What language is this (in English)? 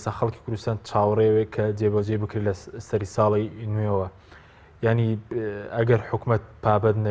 Central Kurdish